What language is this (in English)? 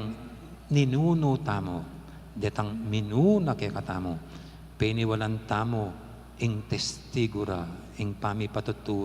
Pampanga